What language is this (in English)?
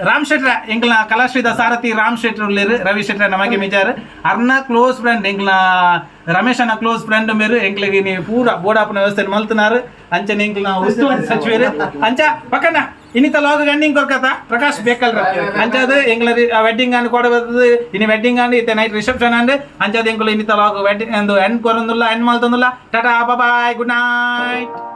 Tulu